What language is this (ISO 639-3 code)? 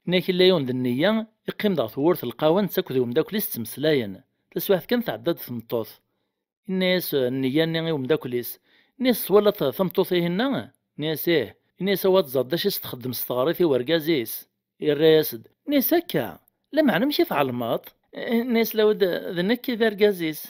kab